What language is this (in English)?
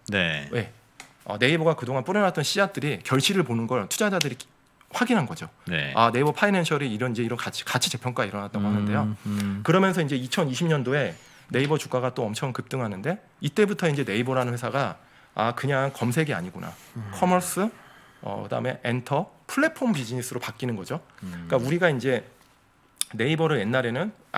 Korean